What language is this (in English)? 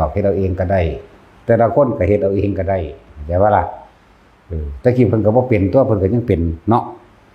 Northeastern Thai